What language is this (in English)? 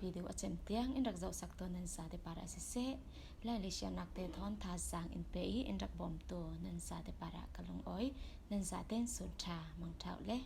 Falam Chin